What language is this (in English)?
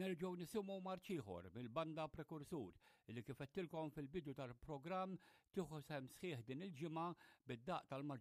Maltese